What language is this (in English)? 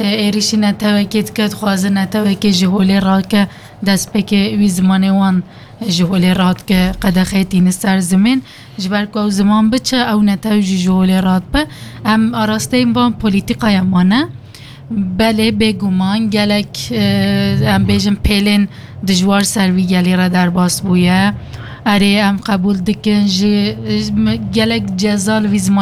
Kurdish